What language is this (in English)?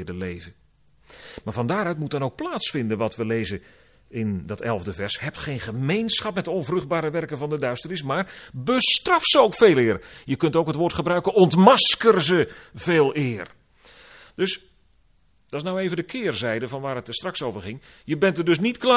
Dutch